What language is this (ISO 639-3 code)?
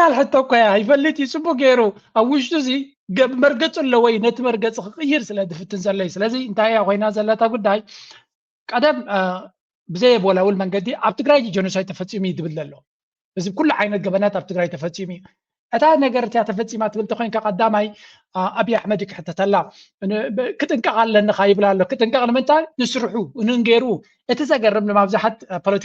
tir